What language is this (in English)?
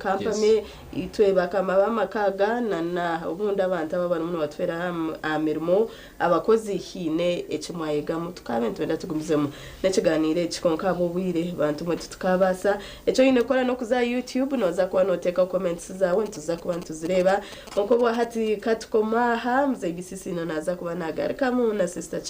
Nyankole